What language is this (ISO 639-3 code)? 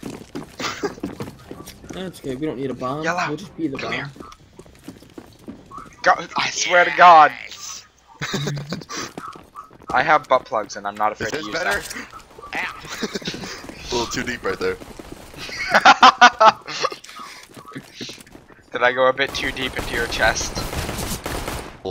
eng